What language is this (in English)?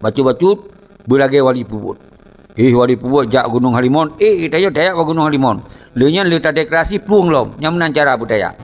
Achinese